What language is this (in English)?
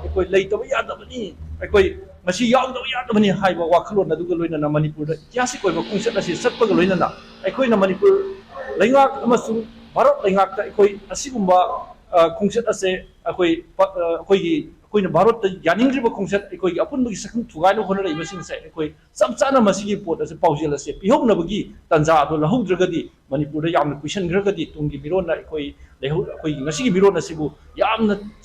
Manipuri